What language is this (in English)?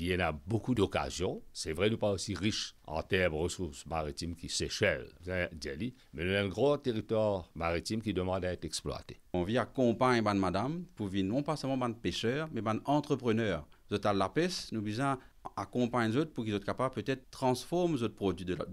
Morisyen